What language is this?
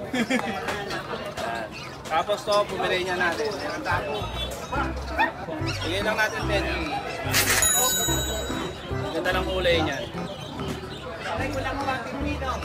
Filipino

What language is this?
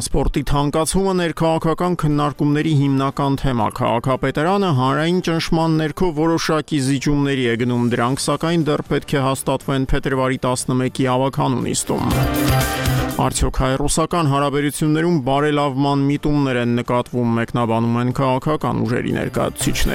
Armenian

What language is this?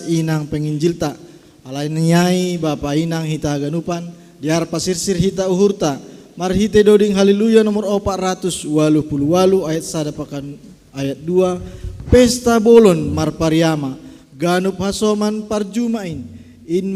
Batak Simalungun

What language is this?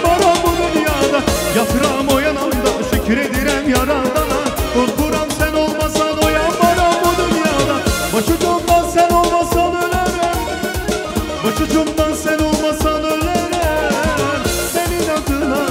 Azerbaijani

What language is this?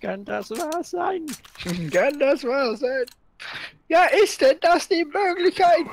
Swiss German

